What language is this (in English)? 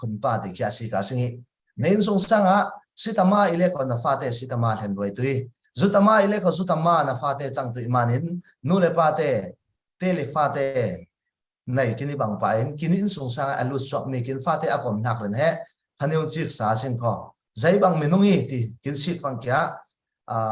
Falam Chin